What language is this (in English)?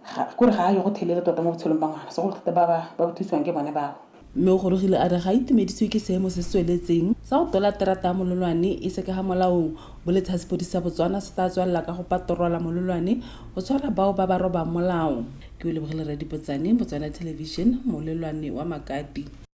Tswana